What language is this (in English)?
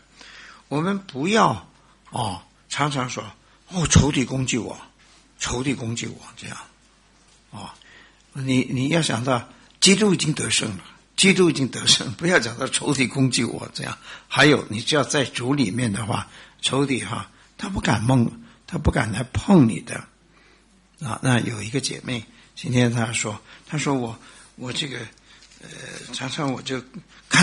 Chinese